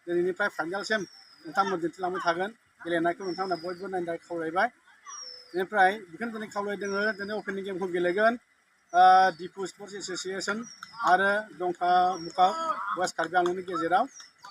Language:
Bodo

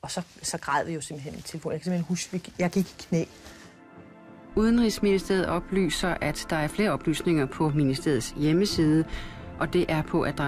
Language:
Danish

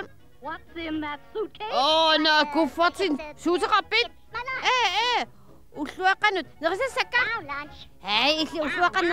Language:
Kalaallisut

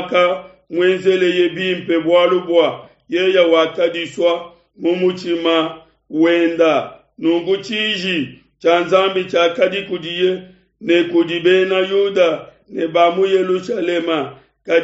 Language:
Luba-Lulua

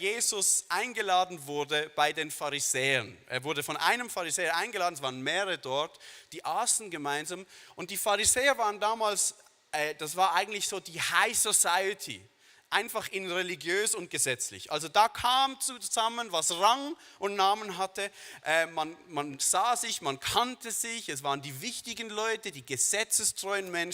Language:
Swiss German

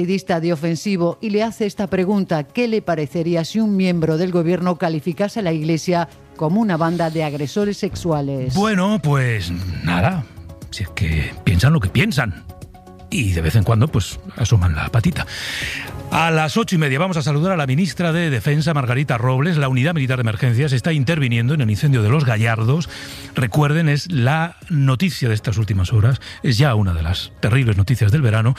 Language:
Spanish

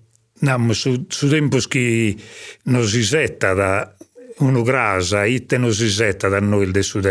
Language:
Sardinian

